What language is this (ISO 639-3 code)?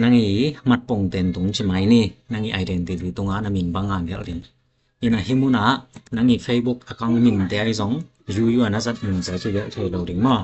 ctd